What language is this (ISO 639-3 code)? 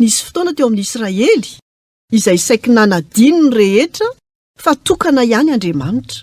mlg